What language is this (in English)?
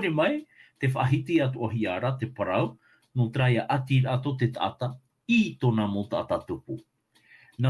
Tahitian